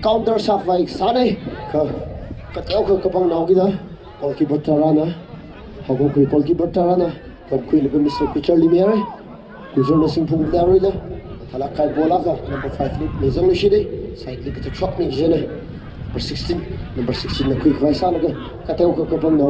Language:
Tangkhul Naga (India)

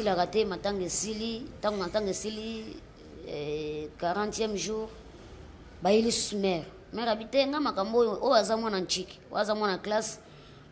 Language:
Lingala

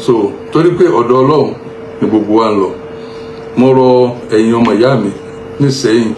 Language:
Yoruba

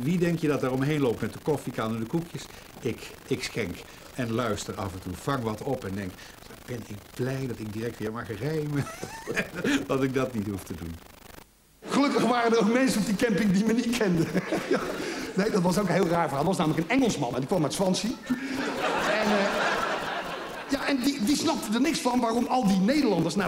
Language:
Dutch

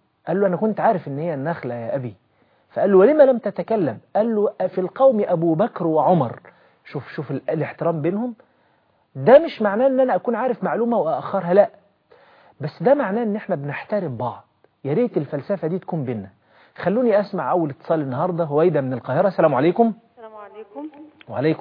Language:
Egyptian Arabic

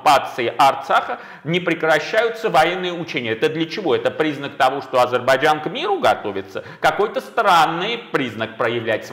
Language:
Russian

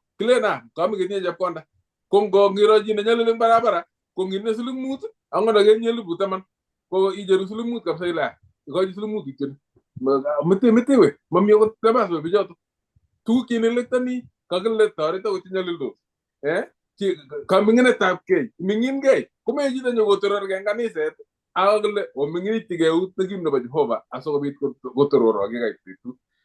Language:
Kalenjin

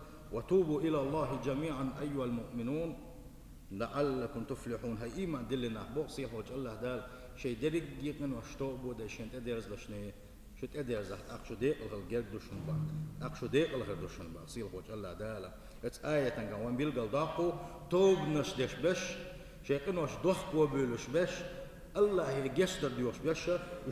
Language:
Chechen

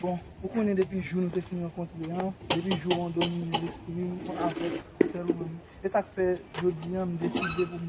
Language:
Haitian Creole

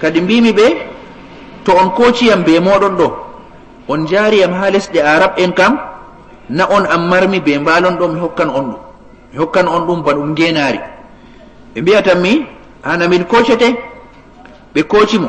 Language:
Fula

